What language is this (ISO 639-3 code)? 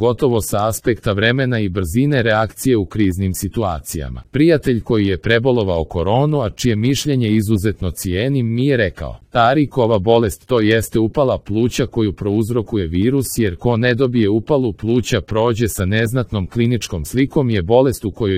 hrv